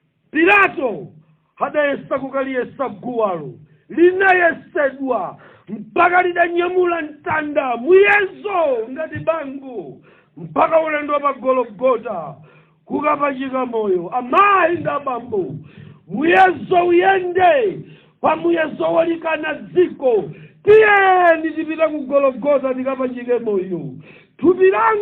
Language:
Nyanja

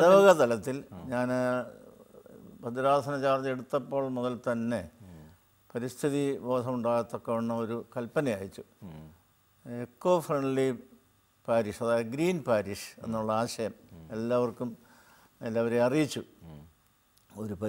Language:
Malayalam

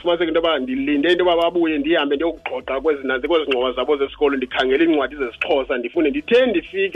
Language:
Xhosa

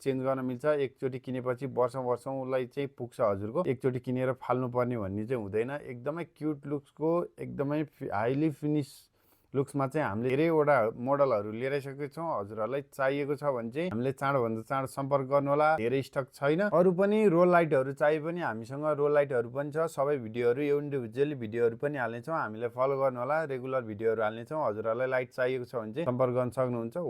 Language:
Nepali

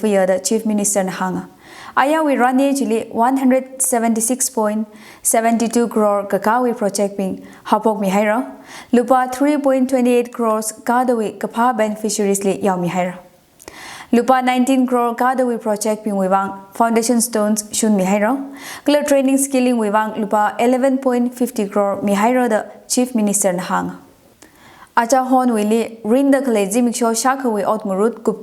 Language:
Tangkhul Naga (India)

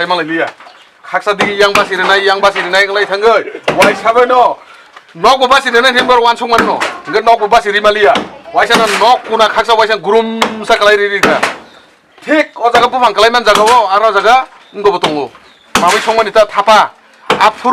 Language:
Kok Borok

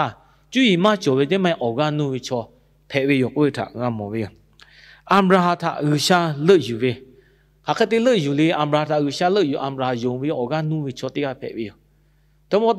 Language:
Lahu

